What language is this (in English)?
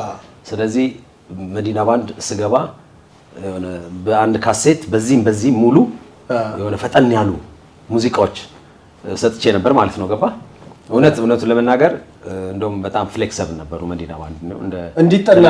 Amharic